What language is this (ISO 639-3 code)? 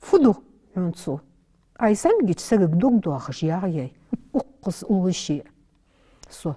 inh